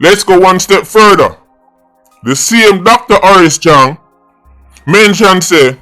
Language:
Jamaican Creole English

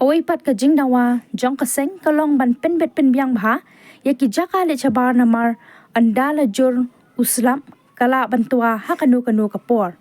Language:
Khasi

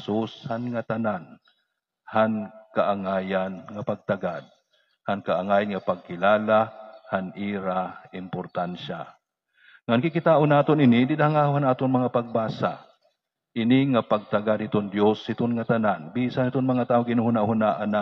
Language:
Waray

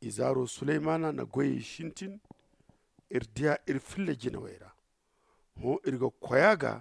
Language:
Zarma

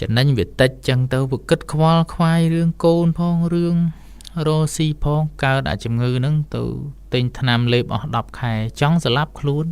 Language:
Khmer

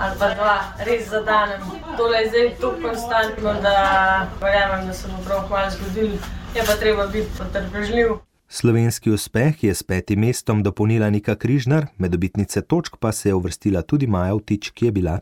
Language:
Slovenian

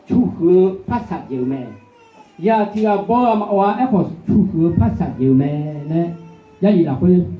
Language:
Akha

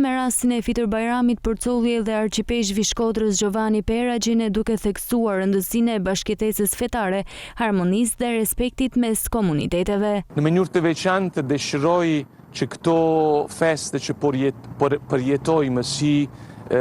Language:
Albanian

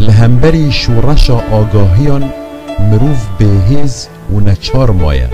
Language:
Kurdish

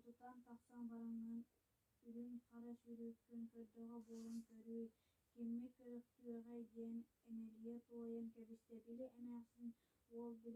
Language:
Yakut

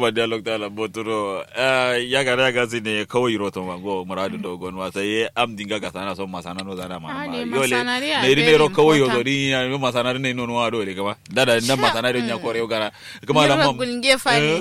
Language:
Kanuri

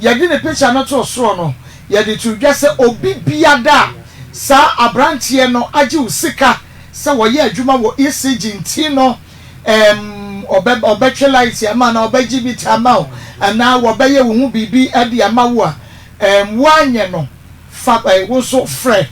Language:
Akan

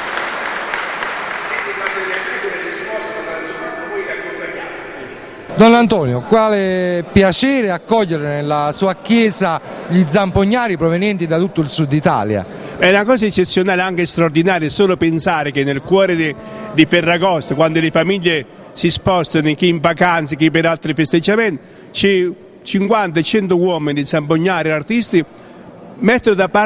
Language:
Italian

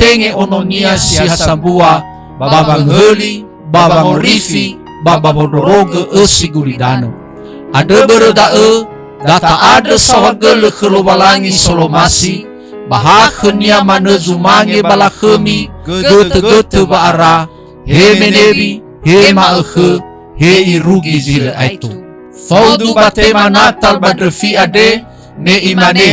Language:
Nias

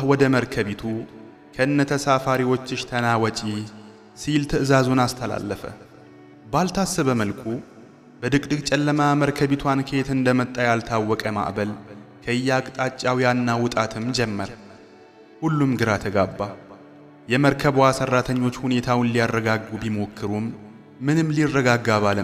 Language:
Amharic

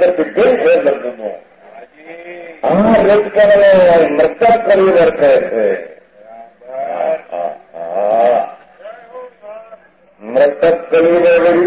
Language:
Gujarati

